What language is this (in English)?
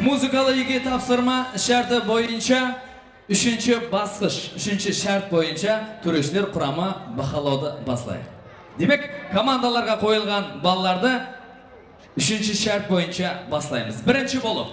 Kara-Kalpak